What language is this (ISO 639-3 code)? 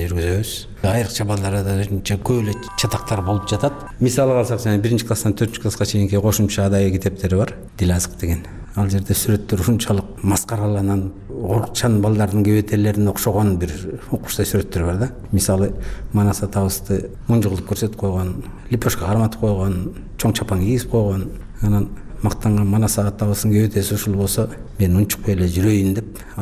kir